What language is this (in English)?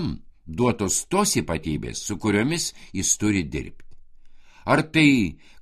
Lithuanian